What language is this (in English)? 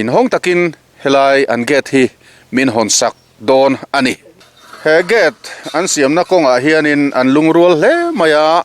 Mizo